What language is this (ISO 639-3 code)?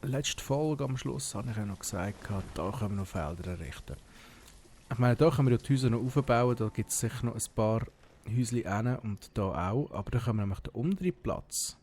gsw